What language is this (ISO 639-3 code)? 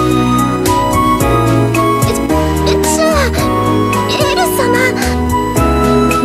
jpn